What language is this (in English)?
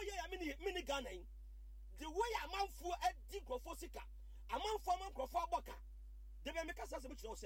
Akan